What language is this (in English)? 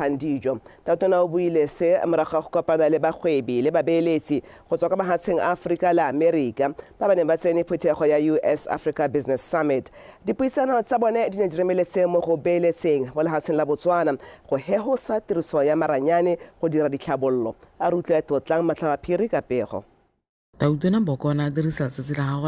Tswana